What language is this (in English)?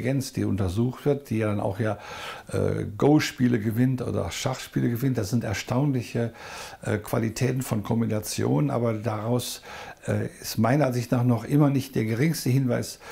German